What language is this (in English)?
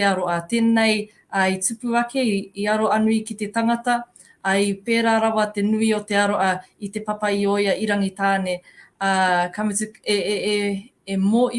Māori